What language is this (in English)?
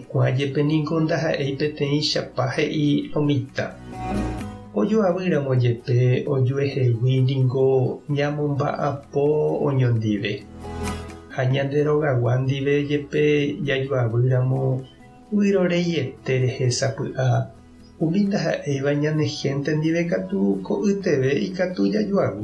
Guarani